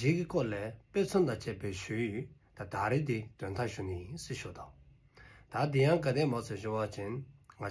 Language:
Dzongkha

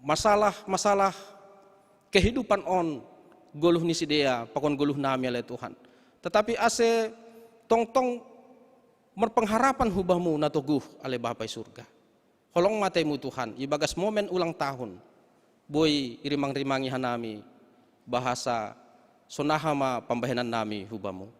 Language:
Batak Simalungun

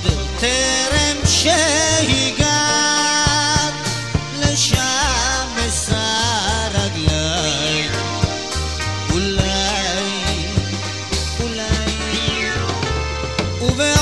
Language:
Hebrew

